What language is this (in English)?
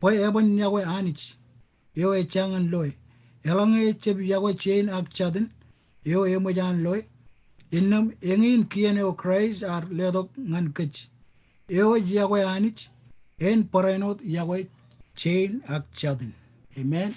Marshallese